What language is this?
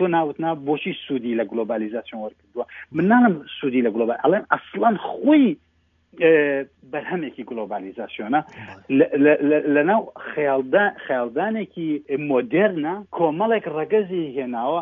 Central Kurdish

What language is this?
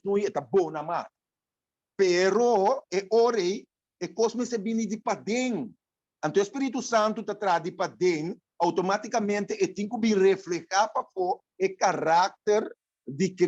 Papiamento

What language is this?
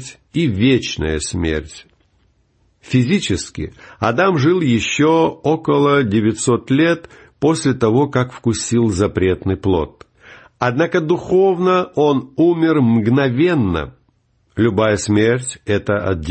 Russian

